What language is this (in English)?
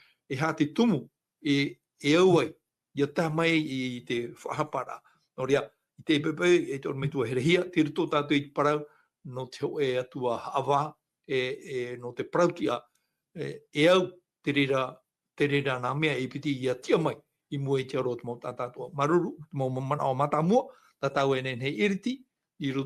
Tahitian